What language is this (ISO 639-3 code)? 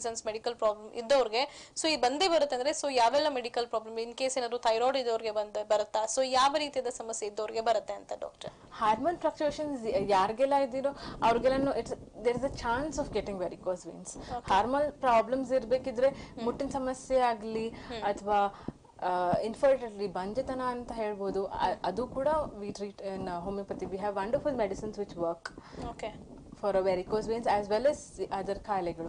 kan